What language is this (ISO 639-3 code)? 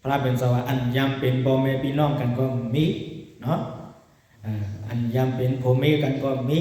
shn